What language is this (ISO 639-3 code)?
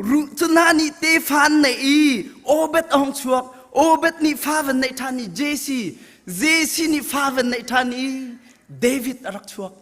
cnh